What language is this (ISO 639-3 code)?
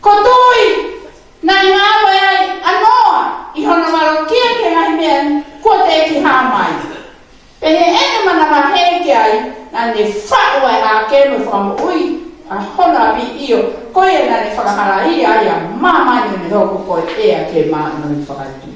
ton